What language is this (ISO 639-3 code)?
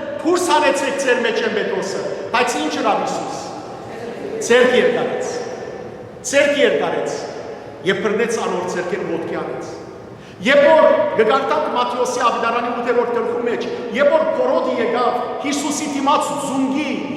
hyw